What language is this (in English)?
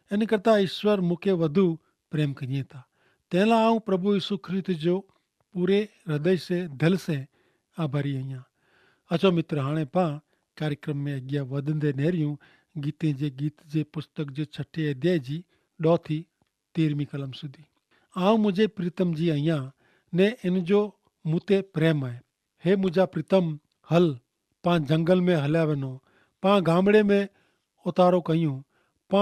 Kachhi